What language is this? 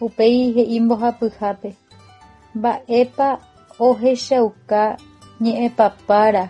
Guarani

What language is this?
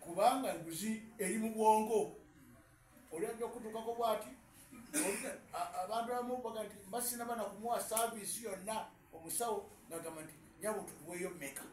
Ganda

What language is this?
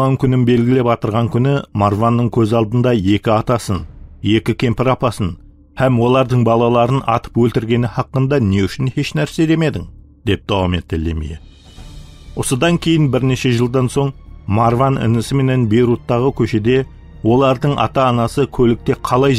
Kara-Kalpak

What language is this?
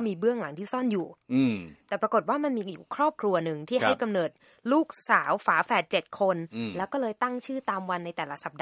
Thai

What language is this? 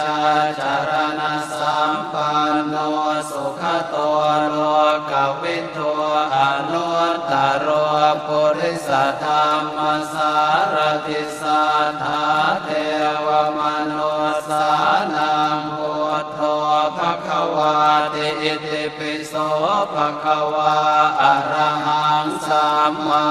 Pali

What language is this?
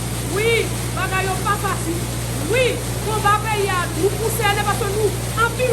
Haitian Creole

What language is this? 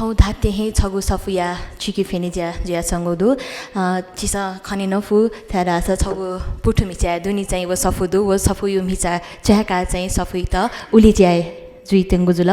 Newari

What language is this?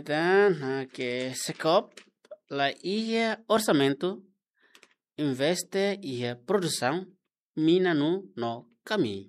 Tetum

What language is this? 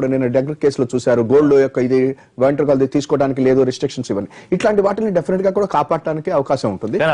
Telugu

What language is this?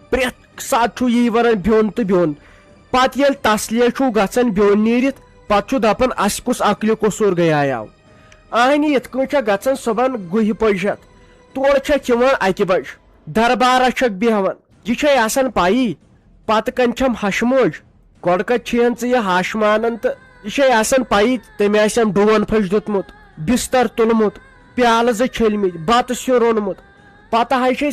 Kashmiri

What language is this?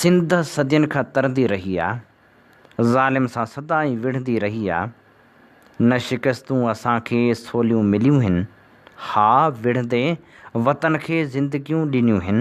Sindhi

